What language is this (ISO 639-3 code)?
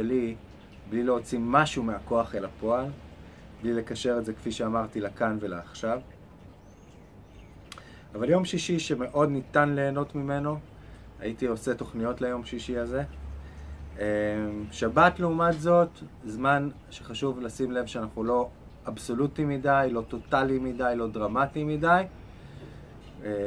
heb